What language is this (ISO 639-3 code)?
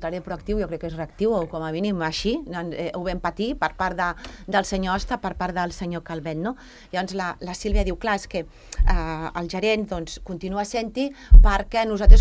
cat